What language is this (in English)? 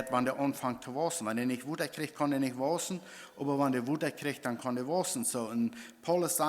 Plautdietsch